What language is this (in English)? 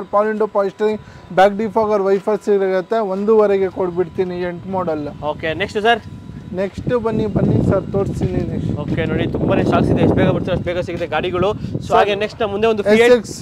Kannada